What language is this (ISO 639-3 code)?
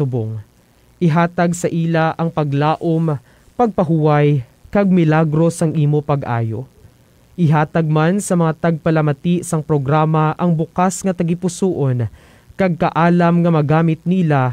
hil